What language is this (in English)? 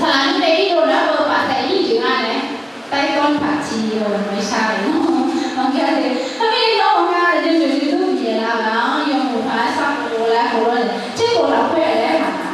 Akha